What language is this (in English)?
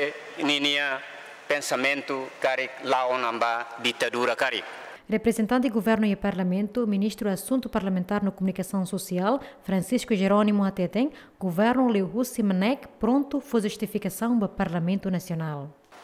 Tetum